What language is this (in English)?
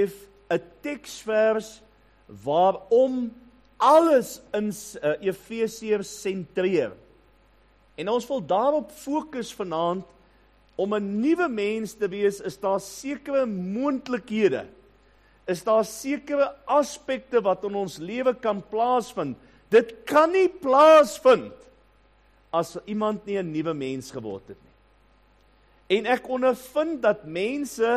Afrikaans